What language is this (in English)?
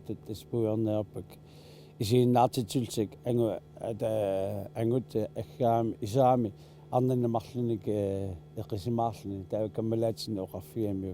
Kalaallisut